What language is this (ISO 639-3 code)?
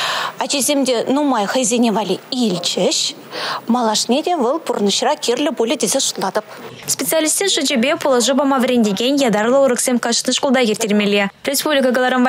chv